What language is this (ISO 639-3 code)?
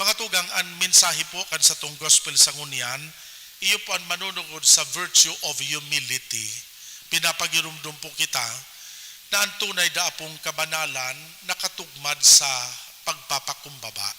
bik